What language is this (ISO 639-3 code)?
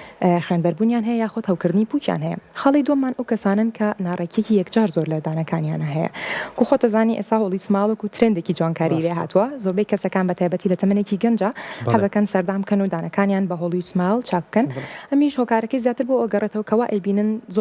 ckb